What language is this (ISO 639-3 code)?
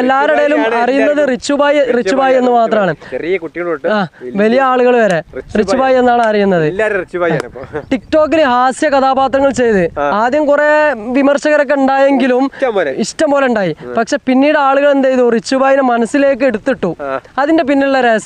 mal